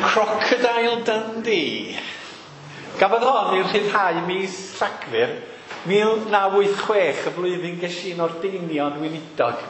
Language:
Welsh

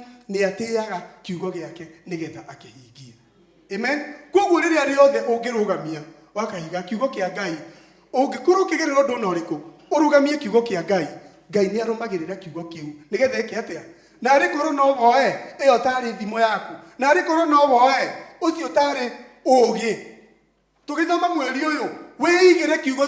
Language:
Kikuyu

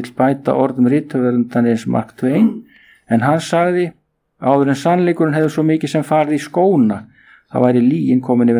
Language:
Icelandic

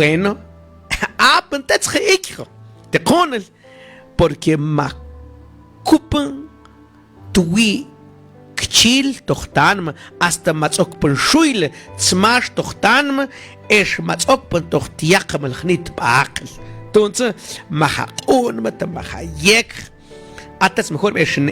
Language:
Mam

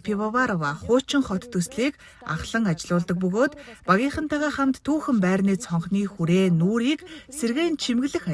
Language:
Mongolian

